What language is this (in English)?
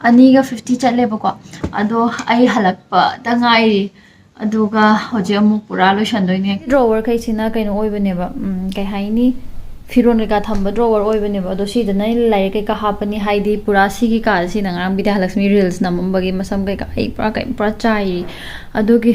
Manipuri